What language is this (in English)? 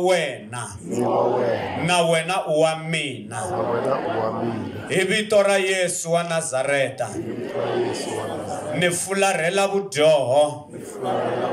Tsonga